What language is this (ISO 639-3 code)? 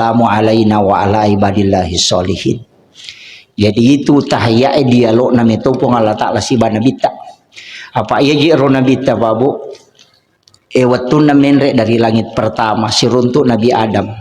bug